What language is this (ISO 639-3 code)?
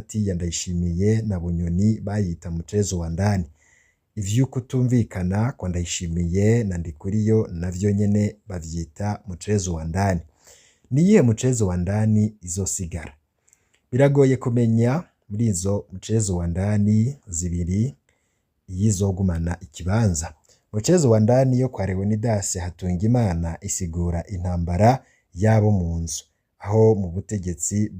run